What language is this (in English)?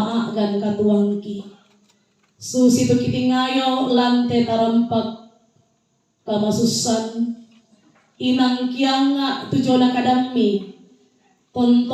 Toraja-Sa'dan